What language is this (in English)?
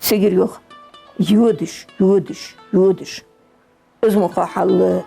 Ingush